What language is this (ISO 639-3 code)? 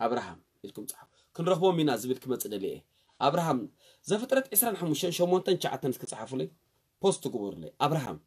tir